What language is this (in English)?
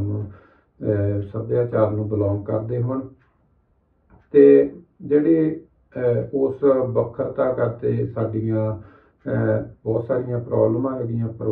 Punjabi